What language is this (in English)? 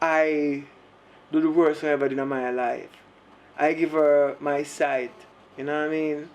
Jamaican Creole English